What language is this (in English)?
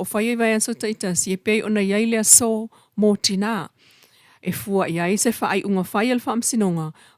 Samoan